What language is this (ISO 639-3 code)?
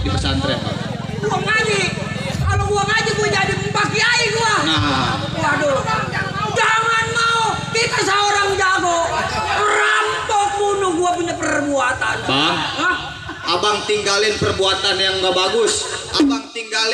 bew